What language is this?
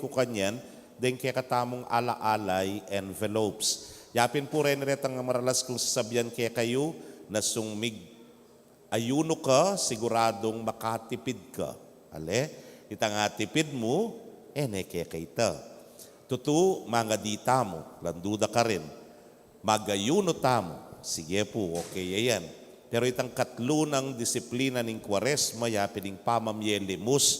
Pampanga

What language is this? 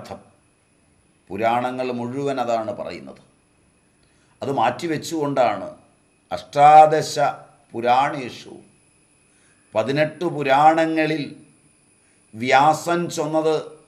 Malayalam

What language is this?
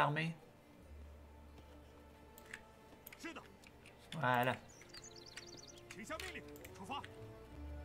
French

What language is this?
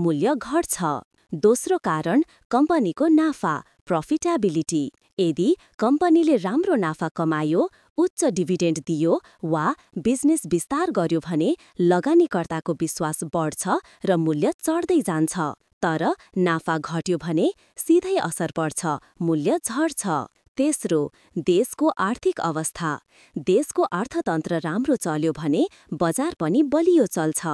Nepali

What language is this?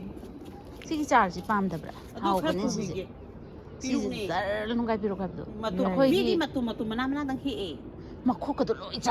Manipuri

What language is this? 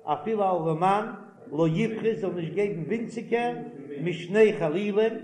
Yiddish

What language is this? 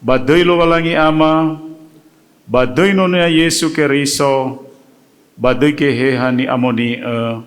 Nias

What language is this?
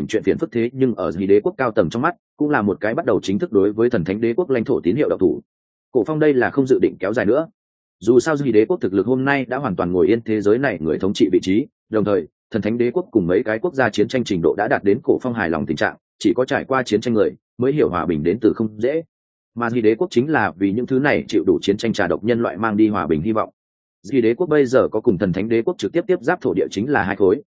Vietnamese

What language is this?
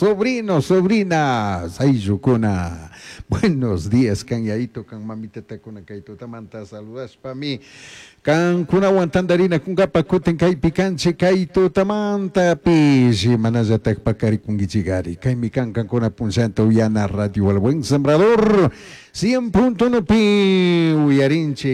Chimborazo Highland Quichua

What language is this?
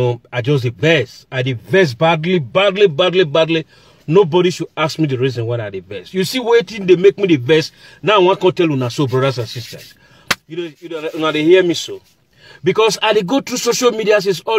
Nigerian Pidgin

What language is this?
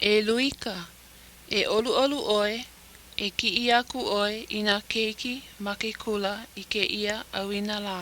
Hawaiian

